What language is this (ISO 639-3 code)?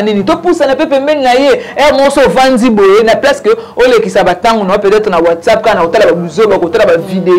lin